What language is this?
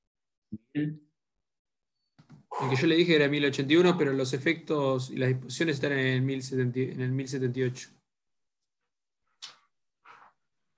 Spanish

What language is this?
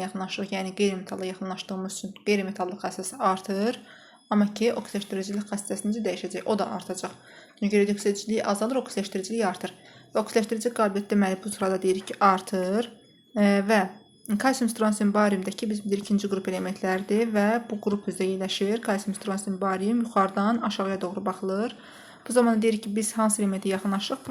Azerbaijani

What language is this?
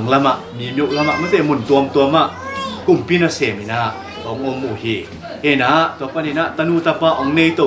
Tedim Chin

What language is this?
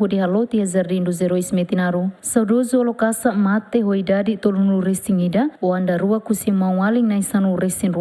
Tetum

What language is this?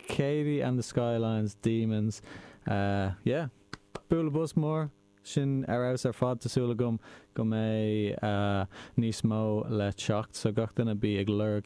Irish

